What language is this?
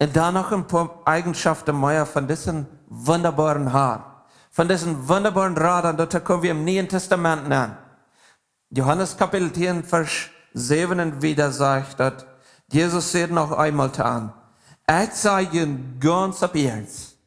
Plautdietsch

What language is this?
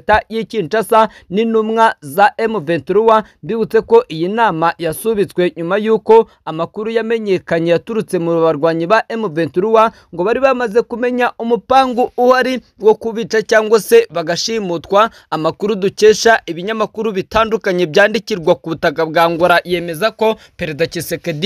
Kinyarwanda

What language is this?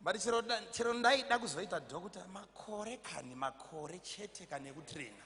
Shona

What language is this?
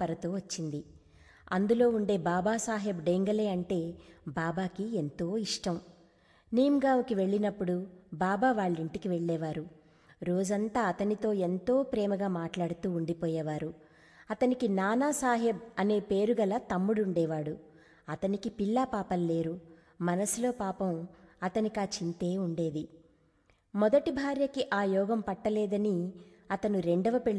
Telugu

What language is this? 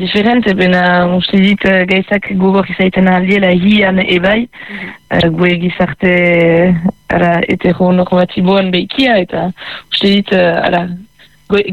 Basque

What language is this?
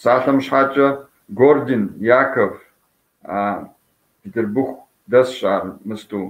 Kabardian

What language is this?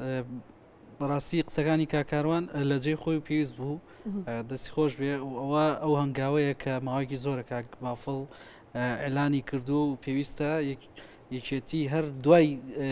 Central Kurdish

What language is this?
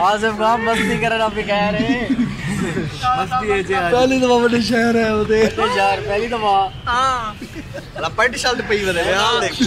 Saraiki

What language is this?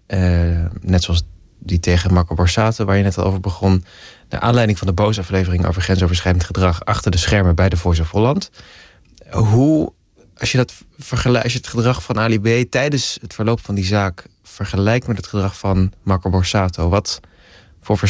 Dutch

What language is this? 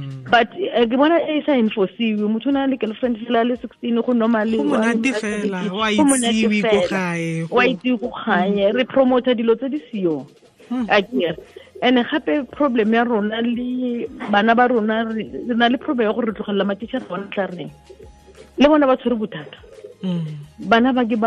Tswana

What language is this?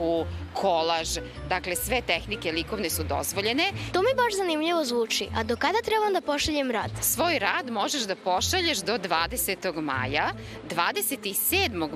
Serbian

